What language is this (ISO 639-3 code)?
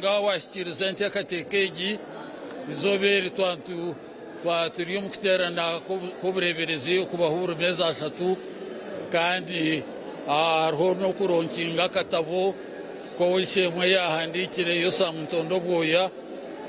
nyn